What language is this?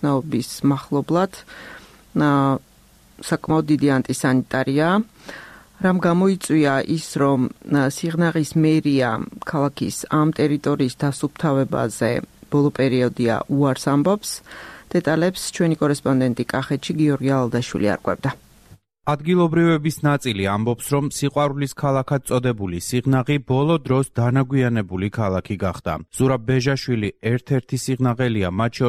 Georgian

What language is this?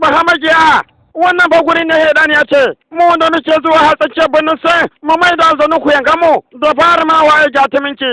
Hausa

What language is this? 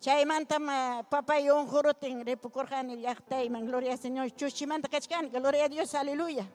Ayacucho Quechua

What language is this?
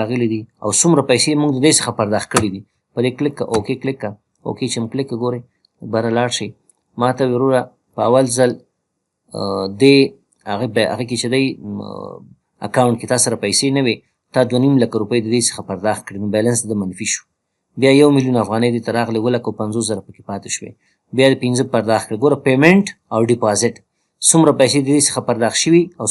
Pashto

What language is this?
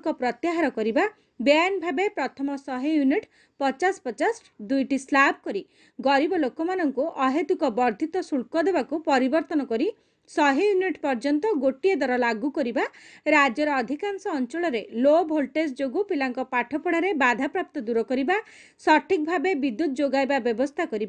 Odia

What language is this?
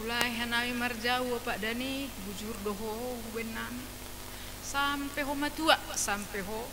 Batak Simalungun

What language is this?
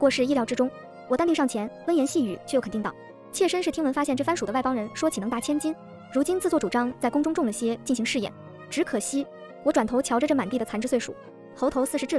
Chinese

